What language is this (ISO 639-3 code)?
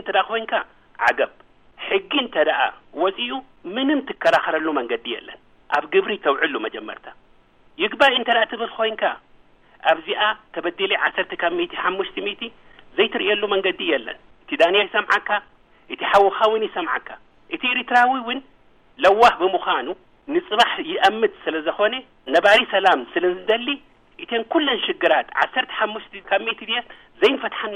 tir